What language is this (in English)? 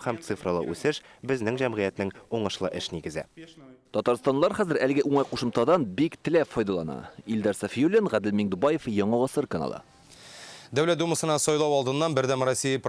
Tatar